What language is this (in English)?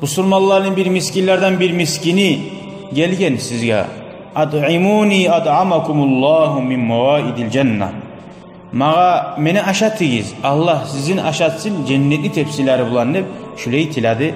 Kumyk